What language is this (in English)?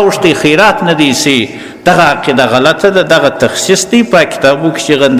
Pashto